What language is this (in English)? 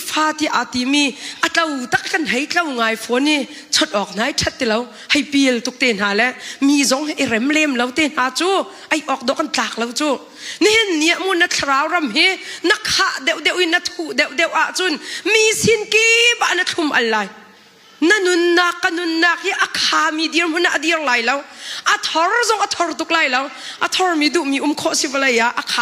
Hakha Chin